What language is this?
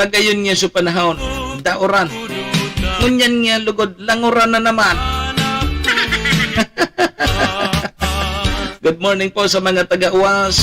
Bikol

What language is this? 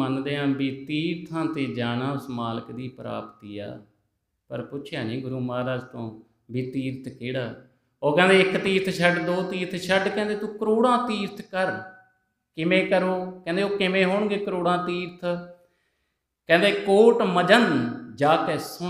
Punjabi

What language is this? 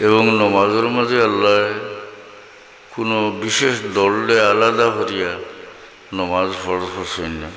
Sylheti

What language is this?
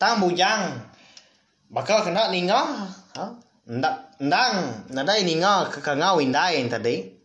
Iban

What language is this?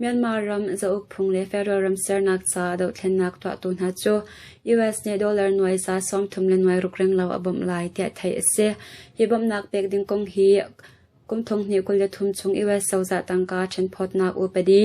Hakha Chin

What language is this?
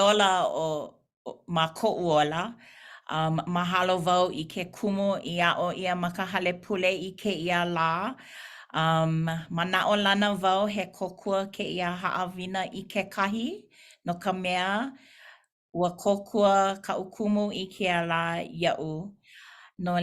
Hawaiian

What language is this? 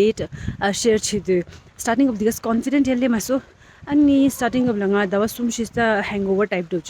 Tibetan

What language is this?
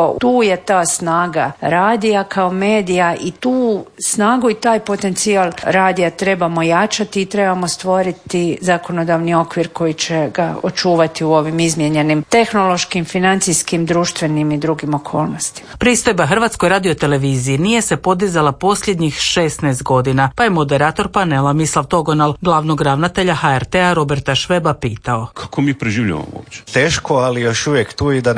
Croatian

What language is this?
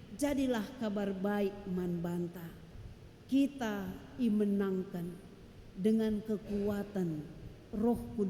Batak Karo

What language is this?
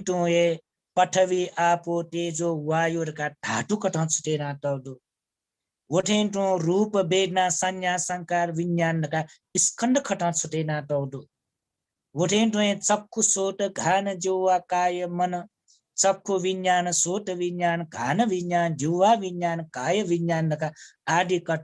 Newari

